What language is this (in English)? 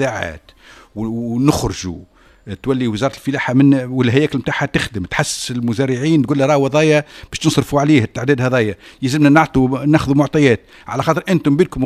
Tunisian Arabic